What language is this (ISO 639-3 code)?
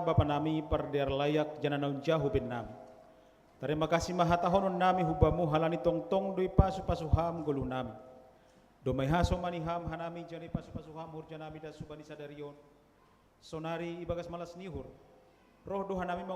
bts